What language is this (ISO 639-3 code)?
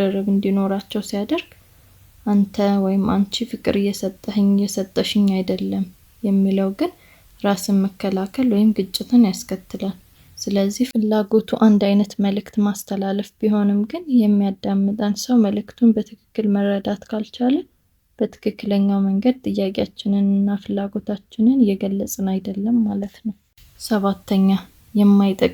amh